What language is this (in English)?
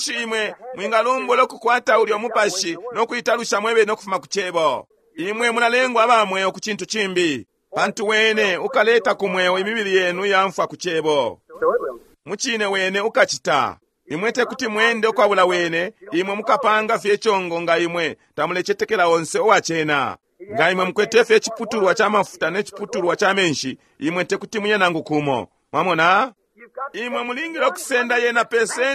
Bemba